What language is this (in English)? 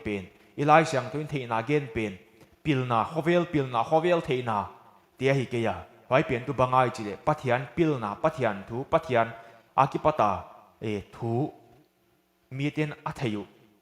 Paite Chin